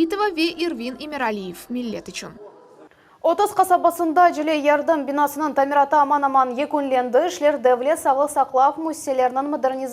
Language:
Crimean Tatar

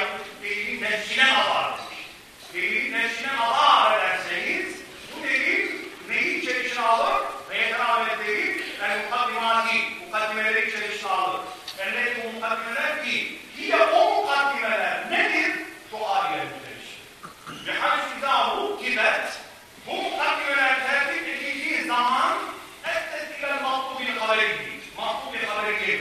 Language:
Turkish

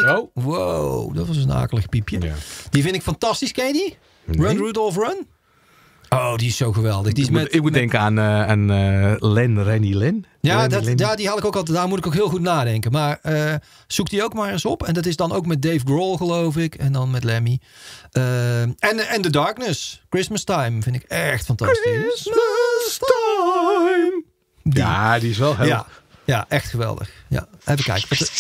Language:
Dutch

